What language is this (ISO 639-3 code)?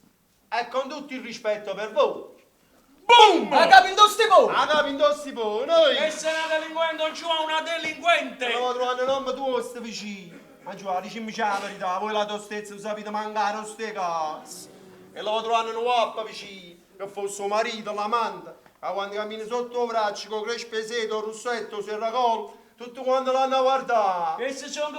nap